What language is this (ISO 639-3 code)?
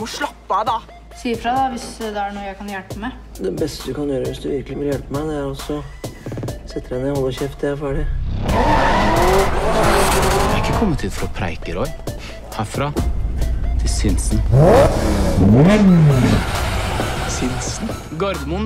nor